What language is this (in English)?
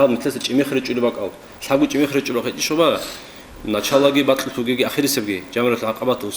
Avaric